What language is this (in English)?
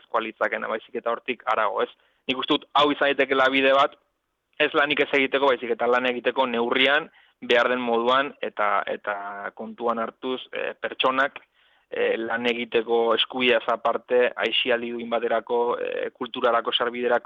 Basque